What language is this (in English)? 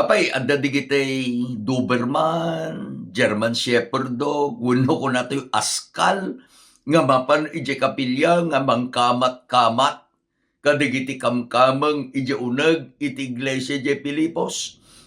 Iloko